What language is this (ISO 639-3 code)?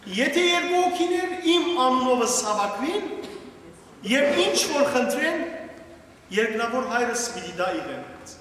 hyw